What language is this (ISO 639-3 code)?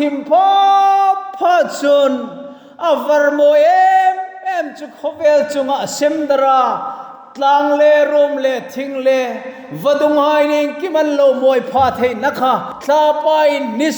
hmr